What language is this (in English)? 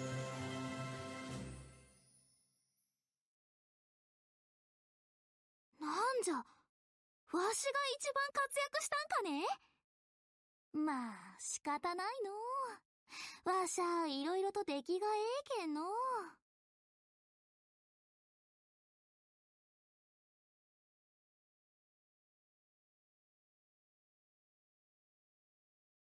Japanese